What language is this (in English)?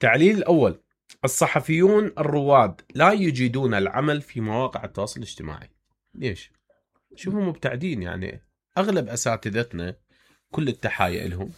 Mesopotamian Arabic